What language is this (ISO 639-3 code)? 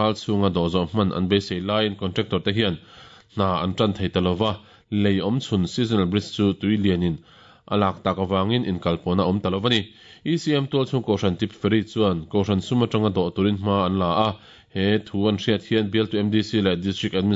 lus